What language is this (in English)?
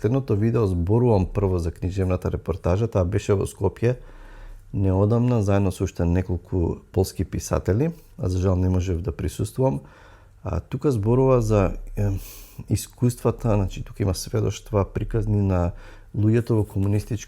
Macedonian